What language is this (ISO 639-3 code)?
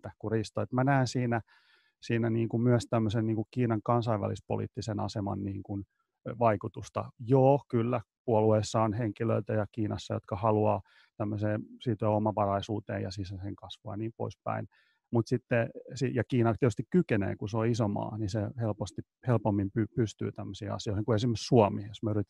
fin